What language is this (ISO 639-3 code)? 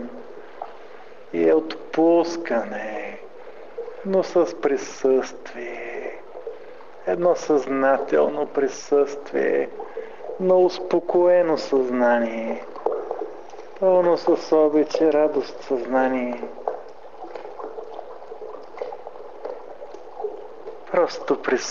bul